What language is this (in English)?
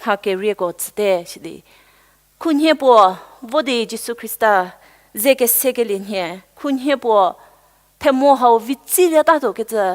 Angami Naga